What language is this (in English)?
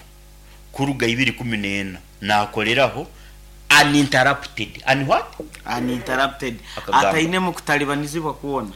Nyankole